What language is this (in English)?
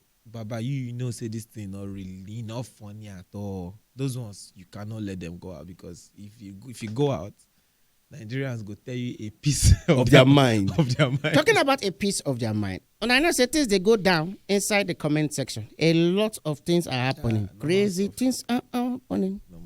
Nigerian Pidgin